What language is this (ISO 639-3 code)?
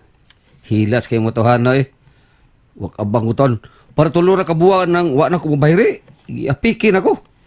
ceb